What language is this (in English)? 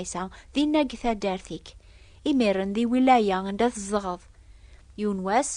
Kabyle